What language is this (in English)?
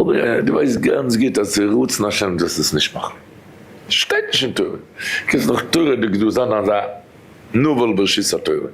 Yiddish